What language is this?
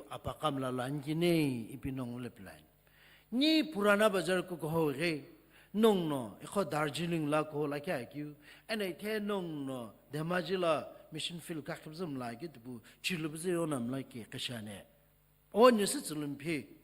Sumi Naga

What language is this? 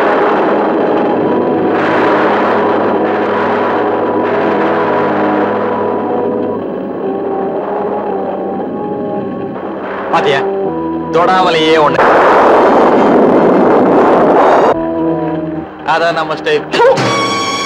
Tamil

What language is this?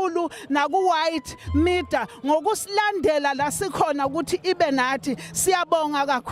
Zulu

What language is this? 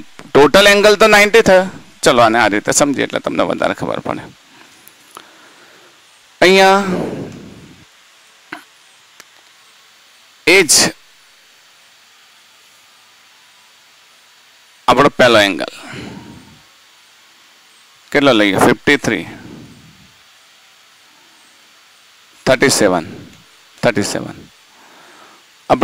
Gujarati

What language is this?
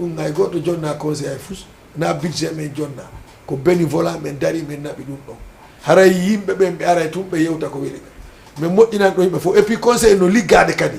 Fula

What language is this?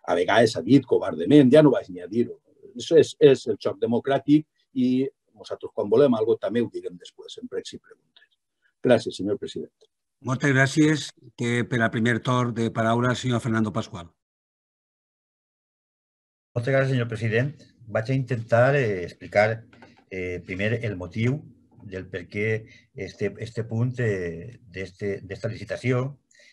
Catalan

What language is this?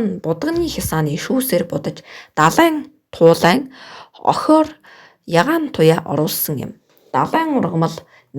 Mongolian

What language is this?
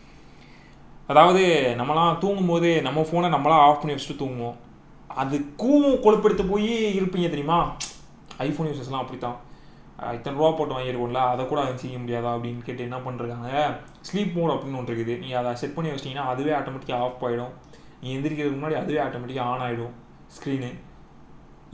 Tamil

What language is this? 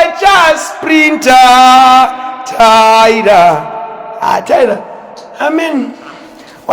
Shona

